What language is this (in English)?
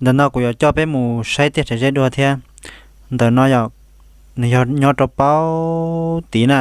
Hmong